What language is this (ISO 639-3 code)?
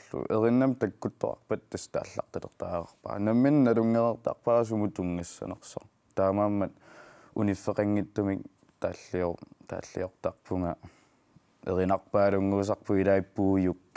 kal